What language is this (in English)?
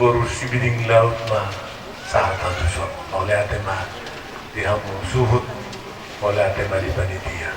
Batak Toba